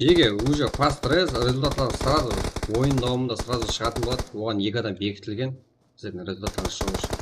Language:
Kara-Kalpak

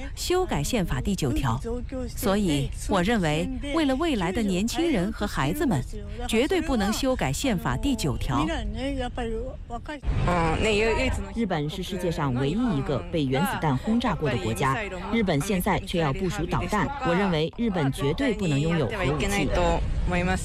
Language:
Chinese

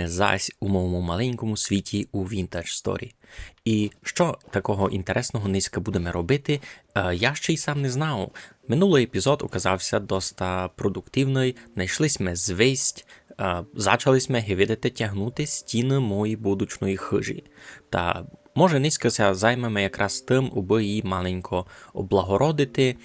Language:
Rusyn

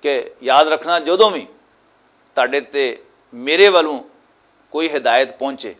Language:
Western Panjabi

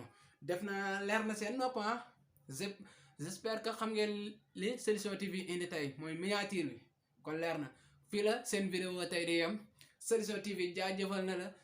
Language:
Wolof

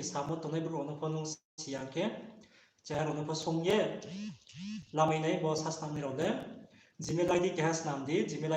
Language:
Riang (India)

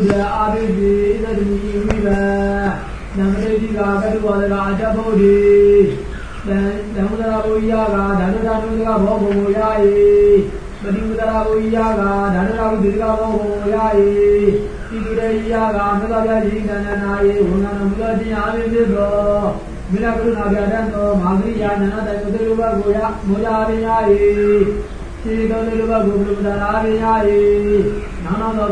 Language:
Burmese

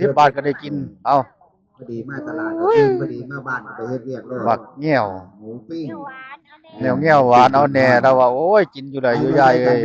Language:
Northeastern Thai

